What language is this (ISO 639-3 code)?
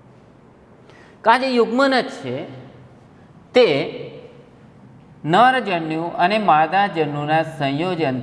guj